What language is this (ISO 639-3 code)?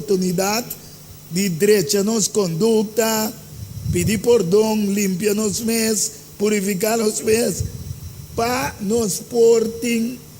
pap